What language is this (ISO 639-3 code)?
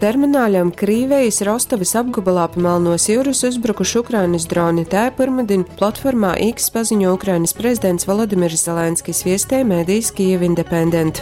ltg